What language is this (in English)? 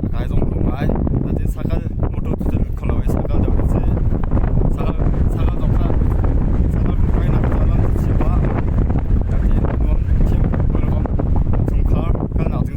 Hakha Chin